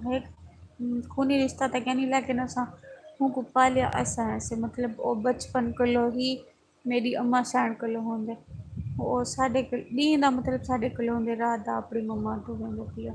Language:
Saraiki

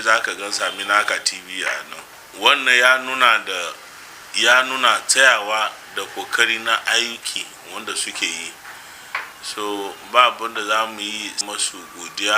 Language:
Hausa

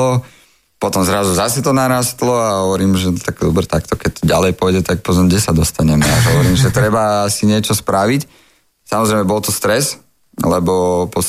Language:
Slovak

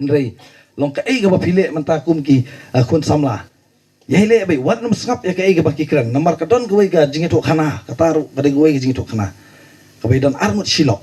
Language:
Khasi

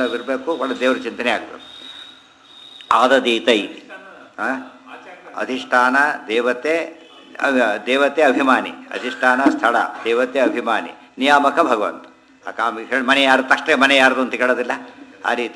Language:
Kannada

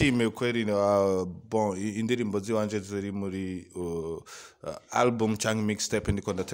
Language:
Rundi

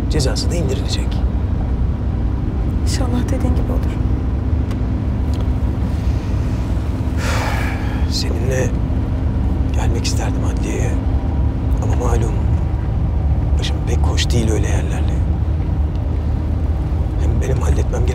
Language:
Turkish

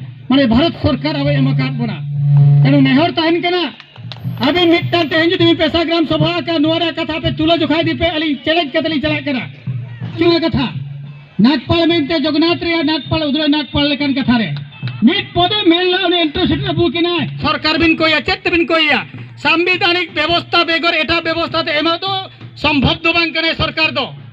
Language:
Santali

